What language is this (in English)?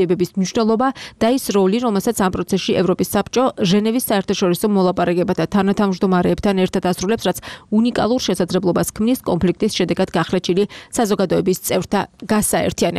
Georgian